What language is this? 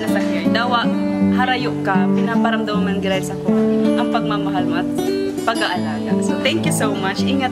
Bikol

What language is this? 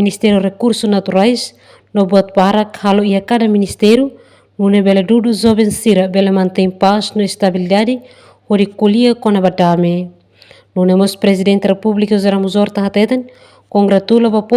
Tetum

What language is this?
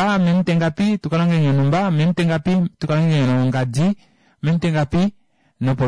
Kuanyama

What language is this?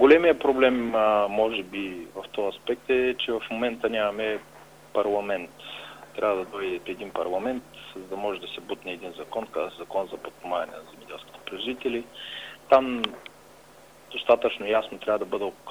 Bulgarian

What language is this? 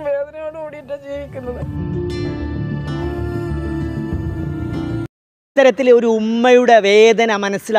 Malayalam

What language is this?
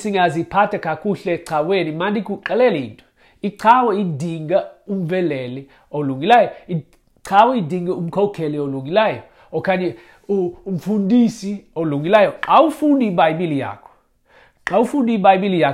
Xhosa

